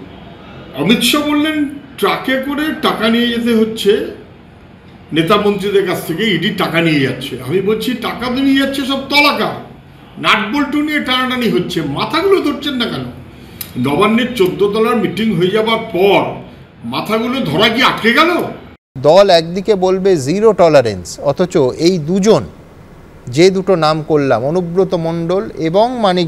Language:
Bangla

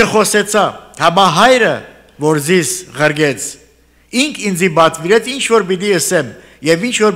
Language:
Armenian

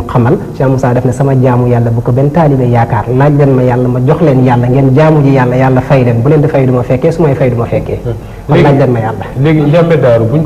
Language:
Wolof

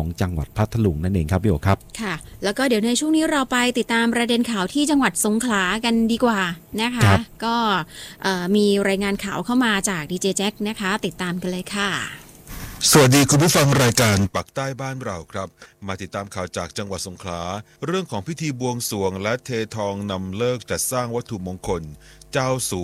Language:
Thai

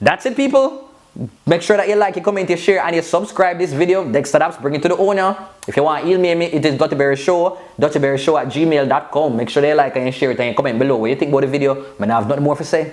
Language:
Jamaican Creole English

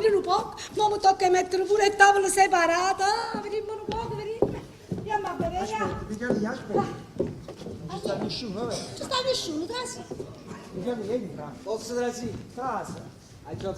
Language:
Neapolitan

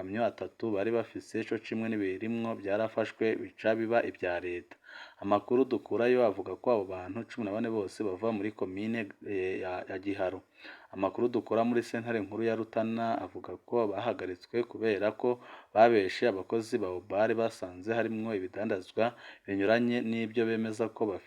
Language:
Rundi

